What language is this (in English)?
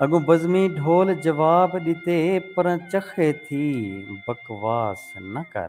Saraiki